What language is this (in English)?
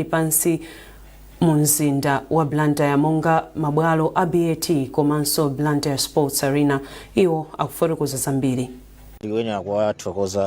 Nyanja